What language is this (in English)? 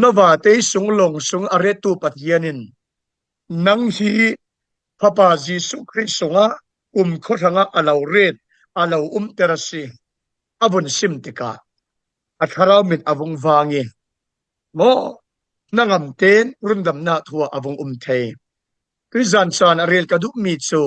Falam Chin